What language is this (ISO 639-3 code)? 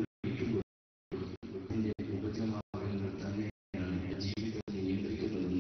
mal